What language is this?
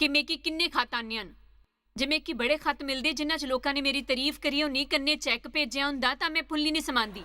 Dogri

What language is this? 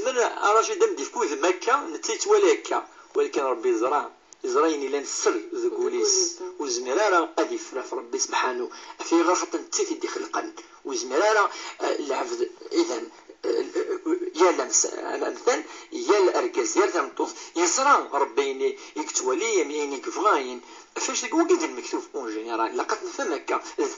Kabyle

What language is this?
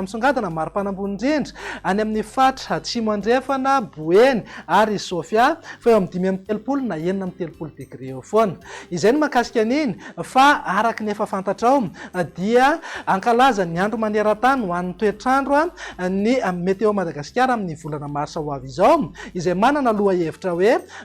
Malagasy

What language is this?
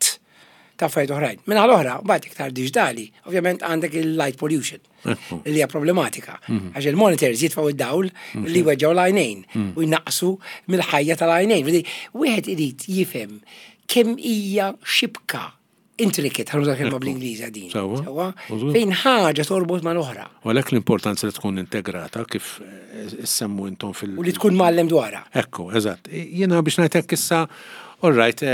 Maltese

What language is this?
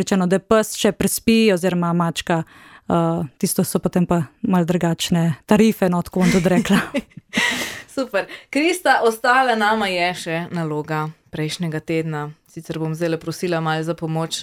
Slovenian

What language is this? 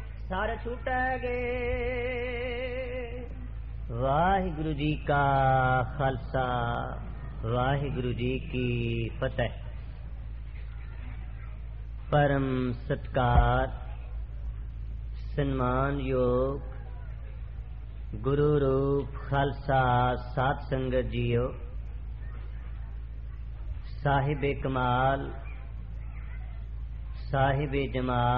Punjabi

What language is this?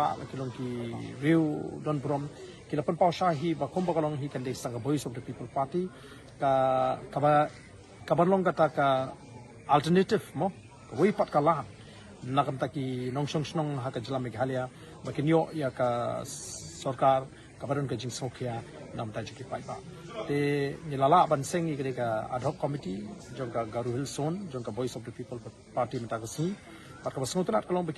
Khasi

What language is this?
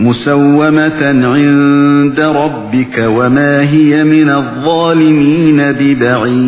Uyghur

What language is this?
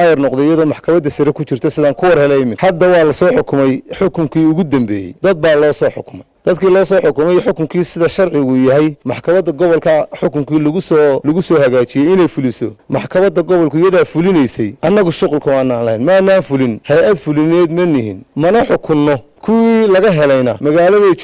Somali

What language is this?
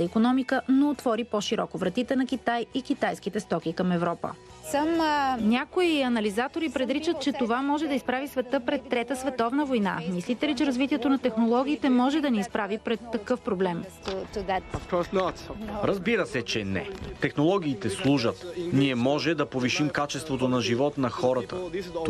Bulgarian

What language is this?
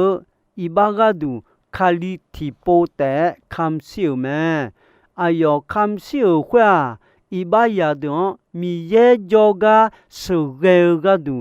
Akha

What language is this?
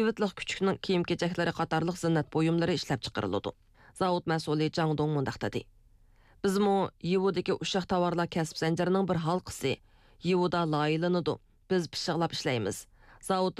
Uyghur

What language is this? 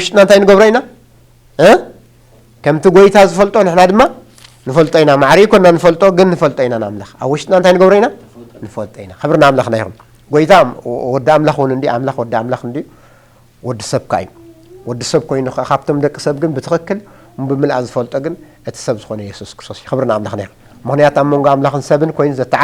Tigrinya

